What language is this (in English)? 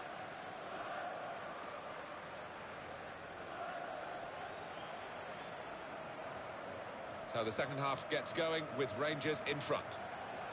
English